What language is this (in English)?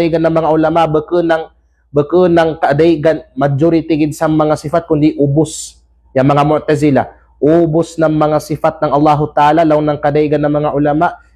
Kalagan